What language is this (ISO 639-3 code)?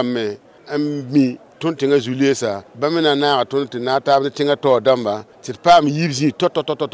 mos